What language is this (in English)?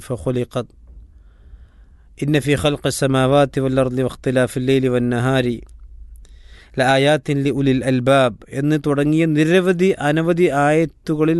Malayalam